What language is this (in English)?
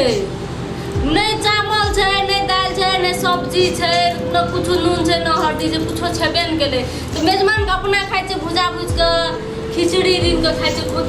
Maithili